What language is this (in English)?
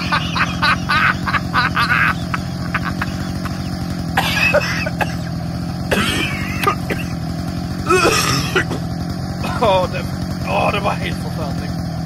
Swedish